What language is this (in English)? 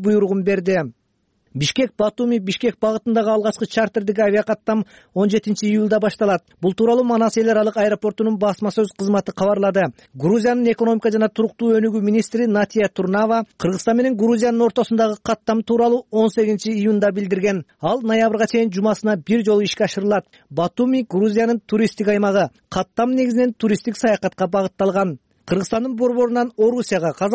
Kyrgyz